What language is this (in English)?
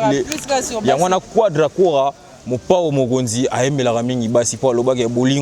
Lingala